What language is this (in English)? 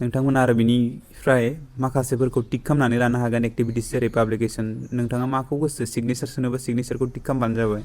Bodo